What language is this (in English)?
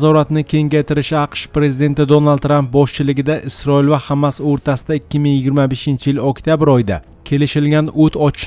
Uzbek